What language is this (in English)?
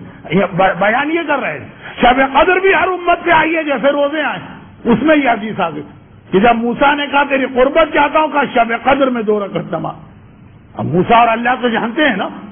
Urdu